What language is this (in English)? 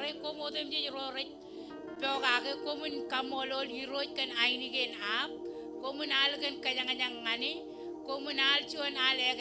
Marshallese